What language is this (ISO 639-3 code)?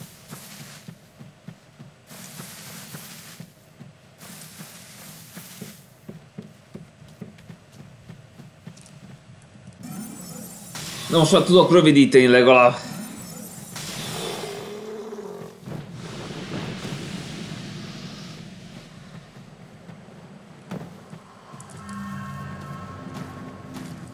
hun